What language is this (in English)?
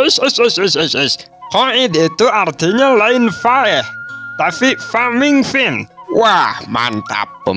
Sundanese